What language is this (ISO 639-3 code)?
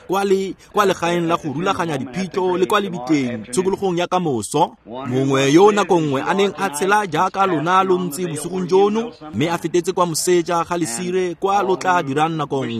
tsn